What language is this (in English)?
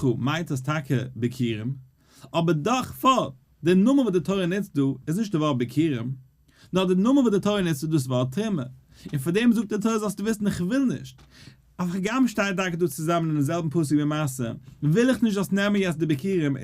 Yiddish